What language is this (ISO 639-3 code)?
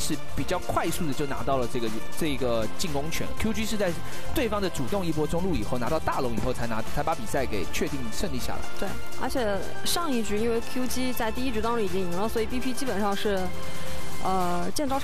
zho